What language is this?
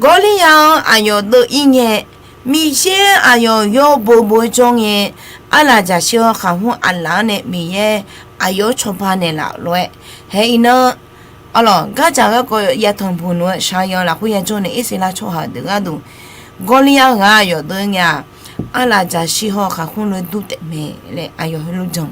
Akha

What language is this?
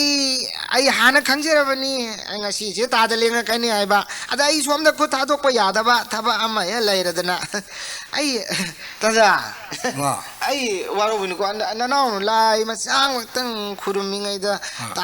Manipuri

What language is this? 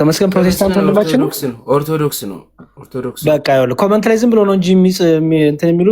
Amharic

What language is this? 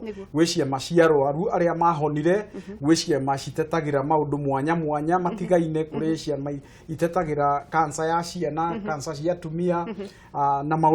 Kikuyu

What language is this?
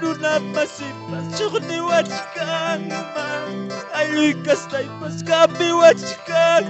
Quechua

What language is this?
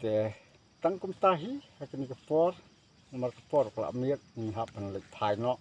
Khasi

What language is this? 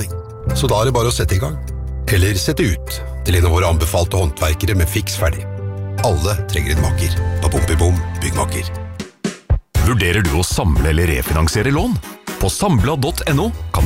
Norwegian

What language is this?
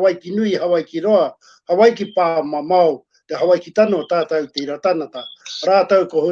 Māori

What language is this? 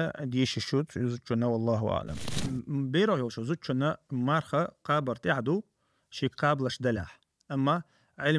Chechen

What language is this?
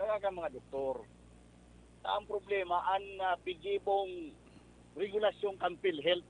Bikol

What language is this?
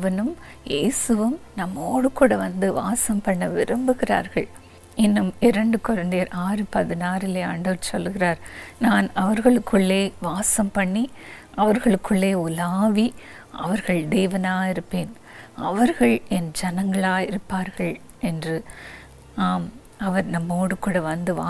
Tamil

